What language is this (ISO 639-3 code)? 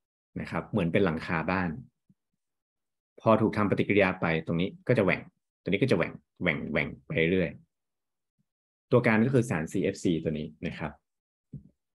tha